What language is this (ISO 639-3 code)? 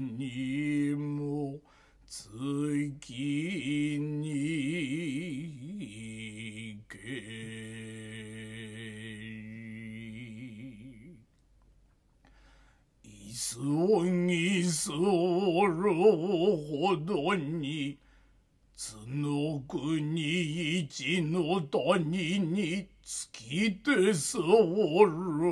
jpn